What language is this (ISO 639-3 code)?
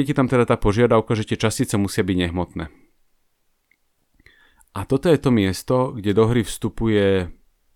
slk